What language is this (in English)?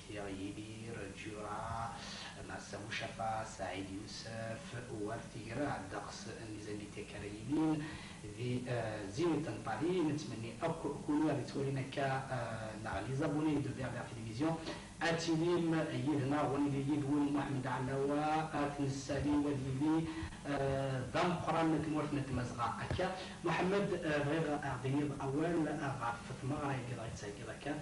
Kabyle